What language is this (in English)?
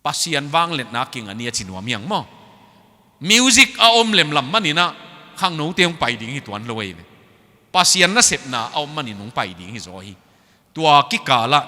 Tedim Chin